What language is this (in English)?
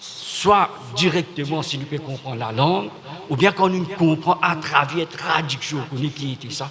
Morisyen